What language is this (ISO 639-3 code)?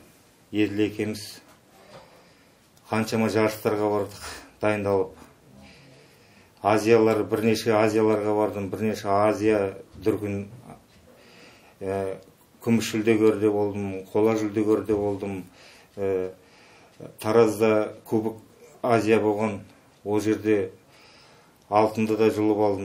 kaz